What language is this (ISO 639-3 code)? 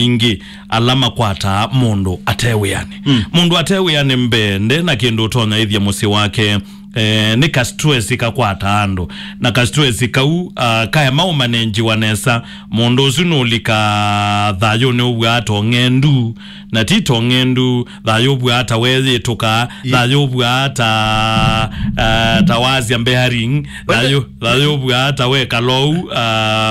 kam